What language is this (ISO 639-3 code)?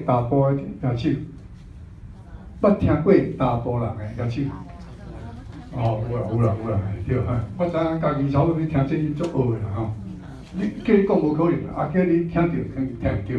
nan